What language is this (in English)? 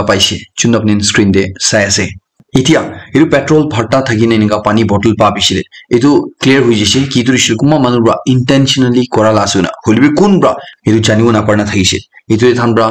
Naga Pidgin